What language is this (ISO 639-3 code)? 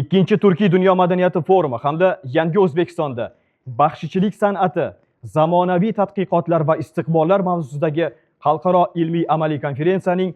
uzb